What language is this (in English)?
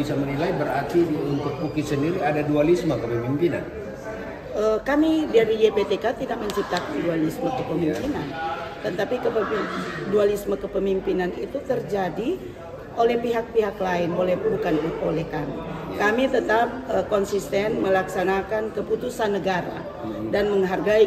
Indonesian